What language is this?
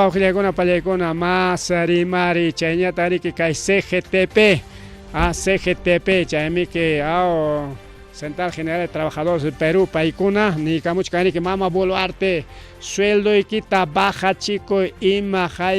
Ayacucho Quechua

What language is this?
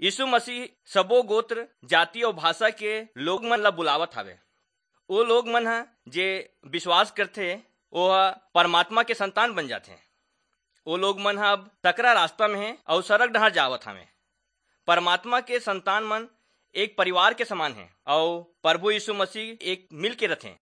Chhattisgarhi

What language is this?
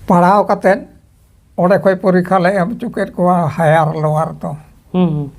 Santali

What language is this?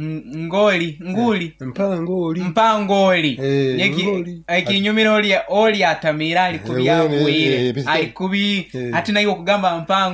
Nyoro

